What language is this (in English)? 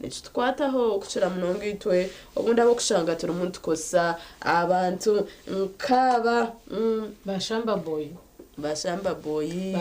Nyankole